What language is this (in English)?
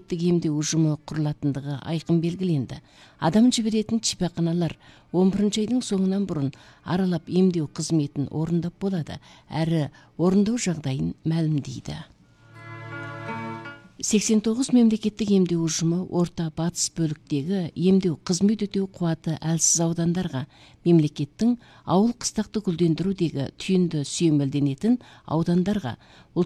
Kazakh